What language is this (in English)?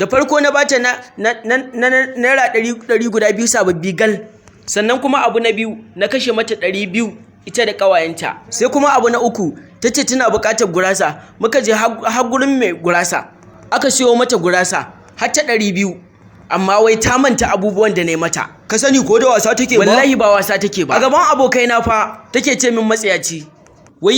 Hausa